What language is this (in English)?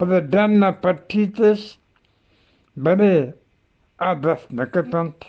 Eastern Balochi